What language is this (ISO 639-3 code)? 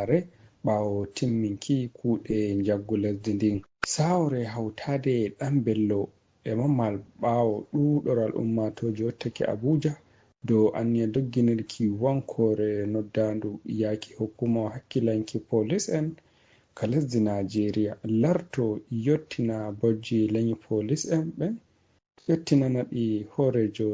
ful